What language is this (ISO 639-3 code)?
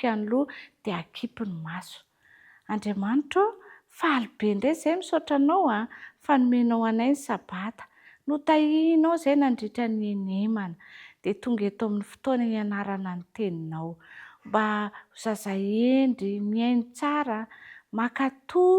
mlg